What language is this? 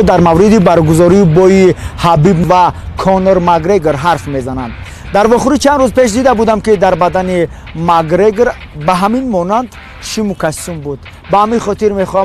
Tajik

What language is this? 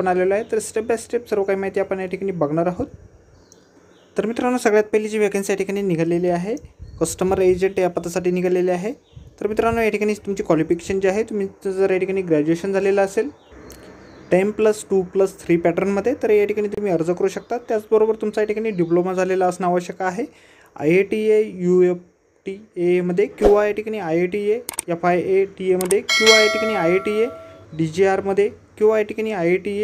Marathi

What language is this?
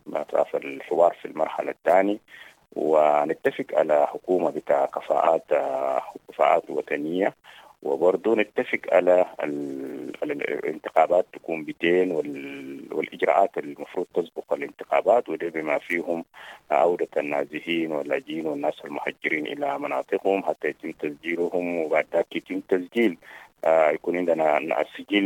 Sudanese Arabic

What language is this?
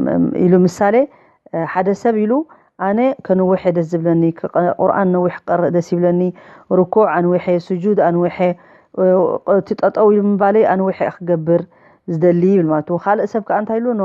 Tigrinya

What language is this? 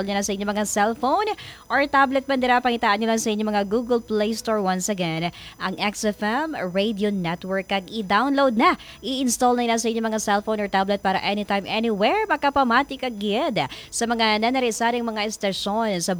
Hiligaynon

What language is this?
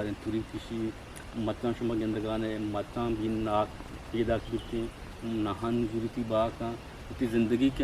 Eastern Balochi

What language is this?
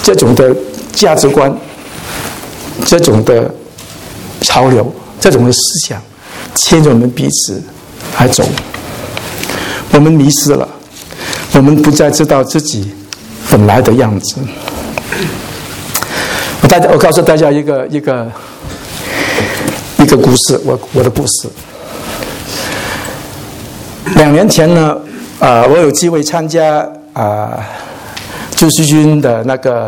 Chinese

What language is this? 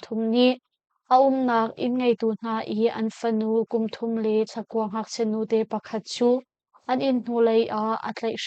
Hakha Chin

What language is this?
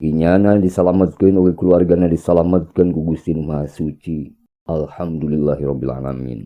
Sundanese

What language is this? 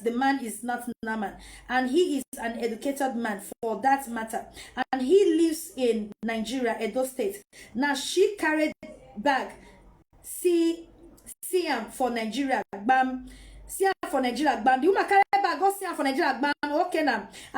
Nigerian Pidgin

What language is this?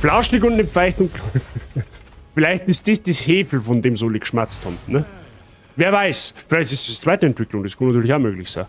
Bavarian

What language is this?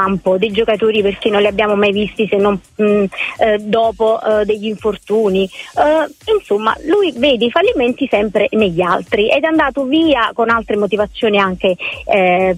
Italian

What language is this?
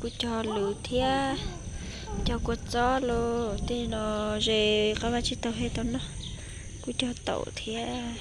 Hmong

